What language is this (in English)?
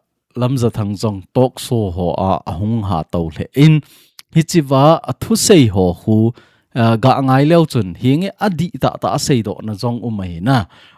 Thado Chin